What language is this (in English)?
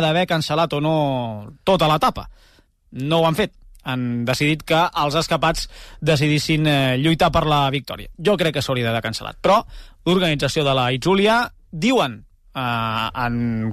Catalan